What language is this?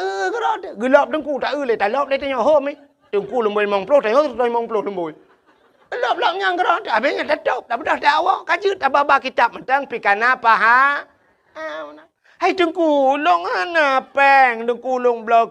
Achinese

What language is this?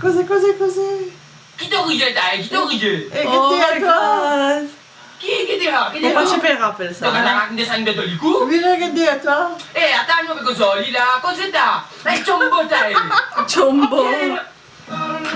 Morisyen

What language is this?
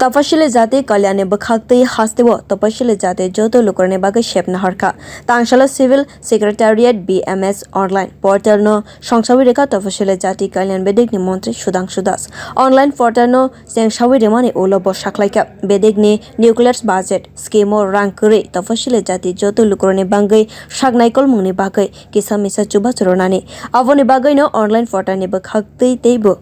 Kok Borok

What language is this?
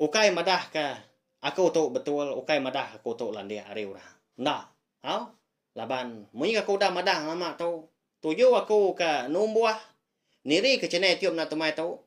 Iban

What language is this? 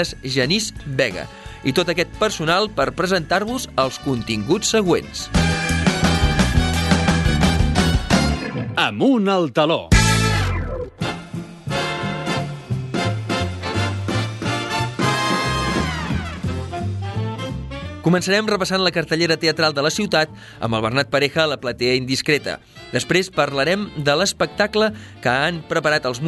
Catalan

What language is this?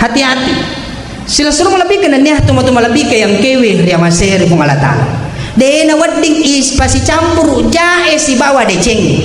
Buginese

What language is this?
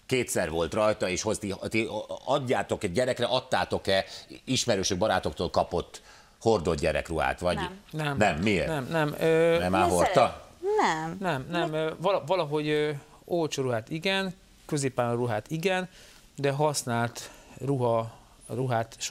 Hungarian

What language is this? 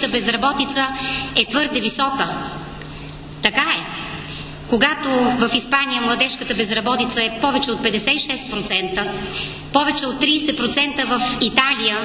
Bulgarian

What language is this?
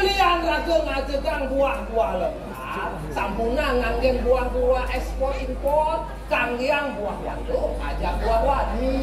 Balinese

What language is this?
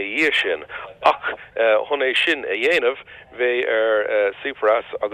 Irish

